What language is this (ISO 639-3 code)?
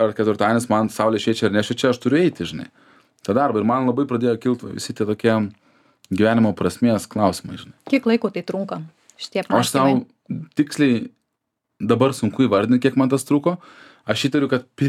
lit